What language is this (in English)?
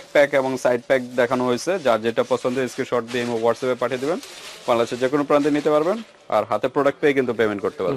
Bangla